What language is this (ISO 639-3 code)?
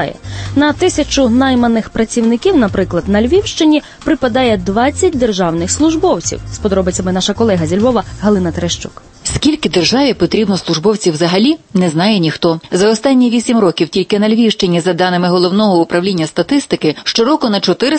ukr